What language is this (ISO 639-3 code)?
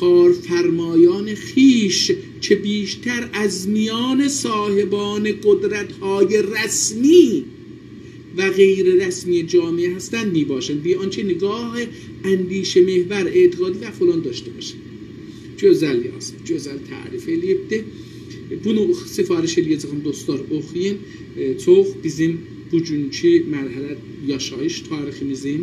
azb